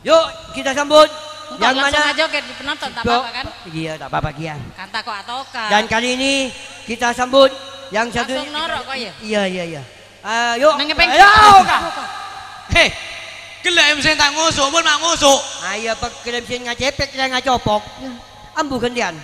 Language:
Madurese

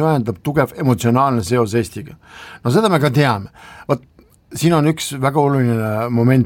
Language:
Estonian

